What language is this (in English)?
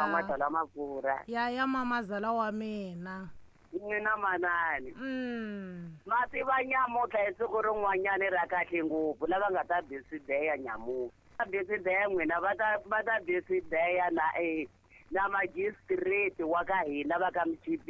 Tsonga